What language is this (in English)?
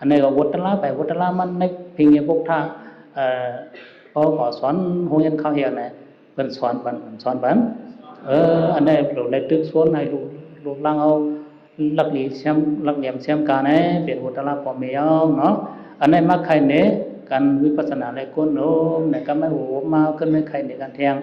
Shan